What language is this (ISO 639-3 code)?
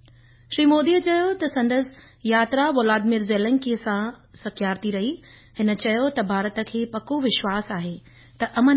snd